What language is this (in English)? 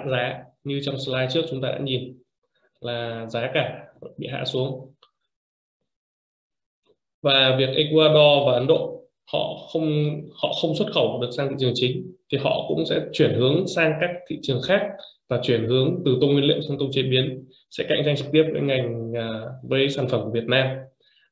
Vietnamese